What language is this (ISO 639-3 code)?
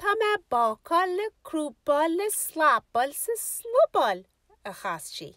gle